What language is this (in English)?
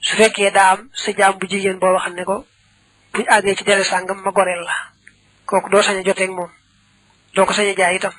Wolof